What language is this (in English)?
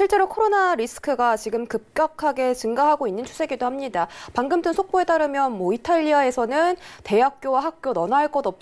Korean